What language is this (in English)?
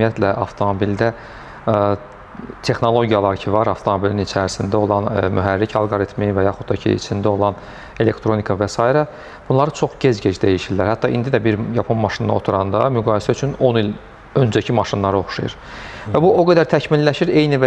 Azerbaijani